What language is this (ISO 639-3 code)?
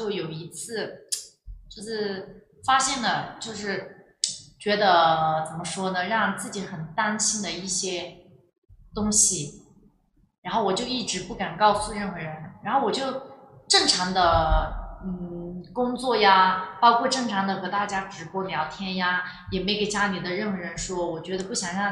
zho